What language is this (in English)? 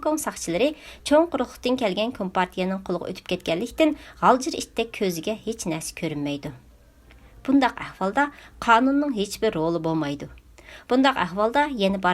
Uyghur